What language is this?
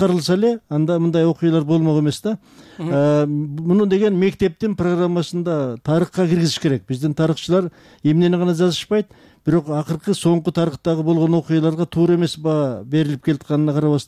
Kyrgyz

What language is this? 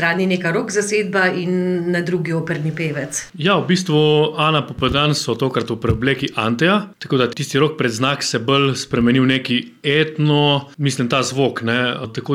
Slovenian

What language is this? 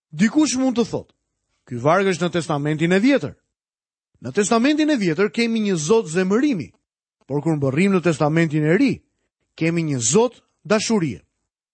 Albanian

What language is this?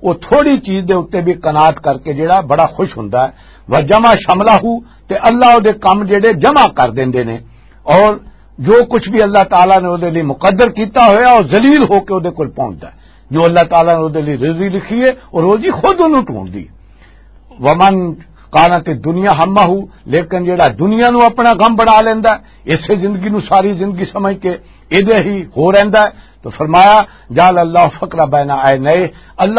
Western Panjabi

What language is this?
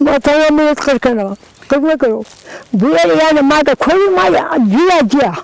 Zaza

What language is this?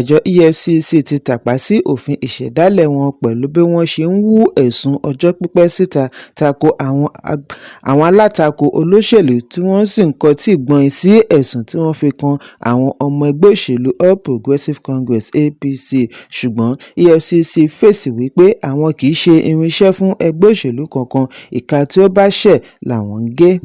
Yoruba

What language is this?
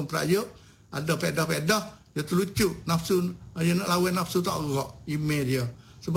Malay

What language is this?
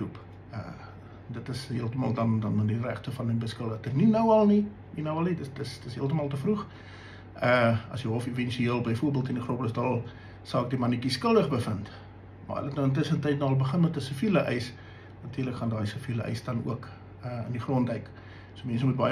Afrikaans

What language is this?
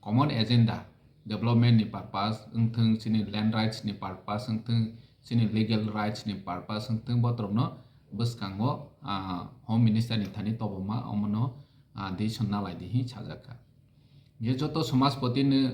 Kok Borok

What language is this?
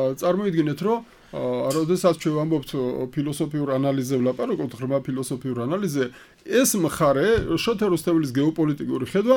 Georgian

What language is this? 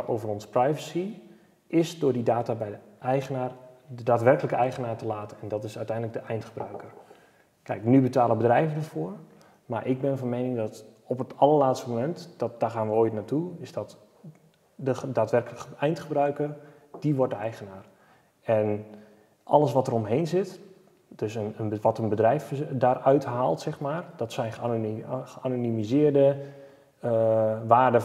Dutch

